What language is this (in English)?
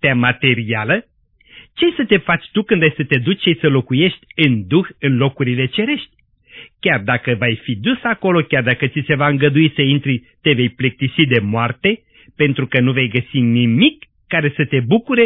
Romanian